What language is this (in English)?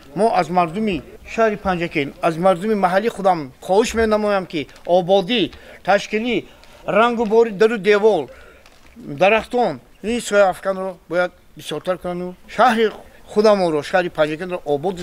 Tajik